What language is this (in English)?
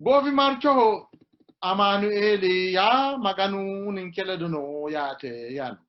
Sidamo